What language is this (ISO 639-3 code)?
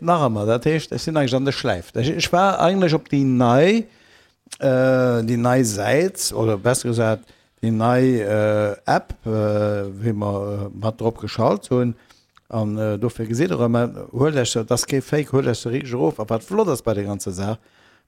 ltz